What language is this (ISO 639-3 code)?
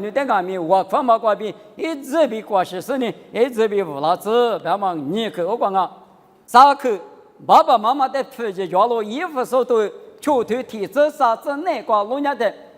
lis